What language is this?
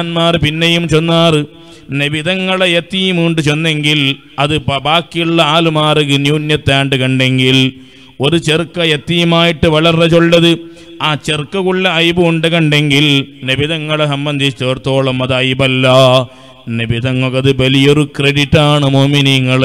Malayalam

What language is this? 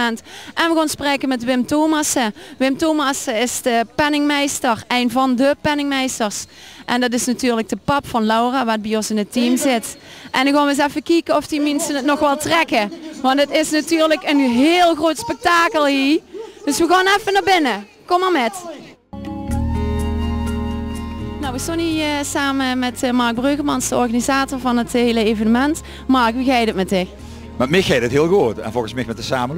Dutch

